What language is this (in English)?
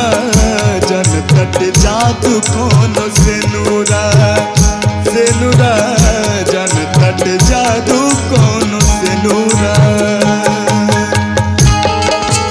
Bhojpuri